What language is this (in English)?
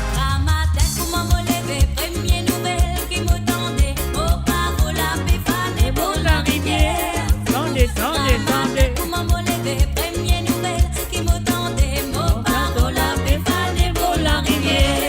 Morisyen